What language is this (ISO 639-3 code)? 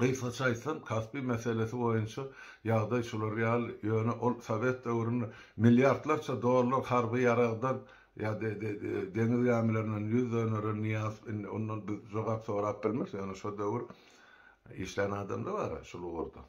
tuk